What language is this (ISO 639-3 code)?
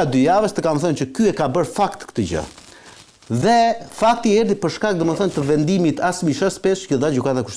sqi